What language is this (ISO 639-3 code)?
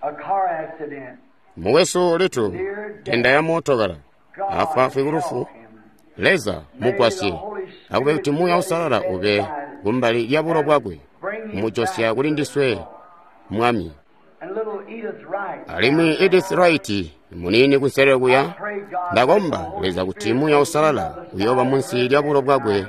toi